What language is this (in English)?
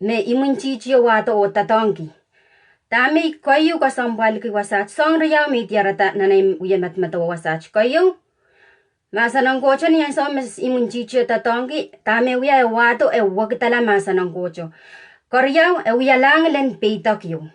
Pohnpeian